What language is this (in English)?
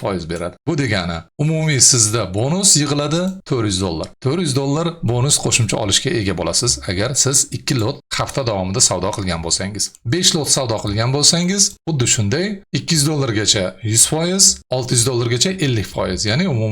Uzbek